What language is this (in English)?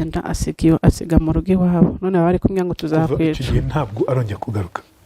Kinyarwanda